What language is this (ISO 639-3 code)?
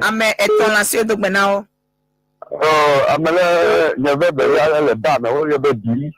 ewe